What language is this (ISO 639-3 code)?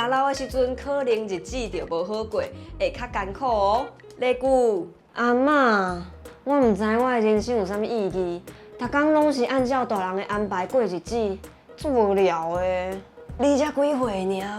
nan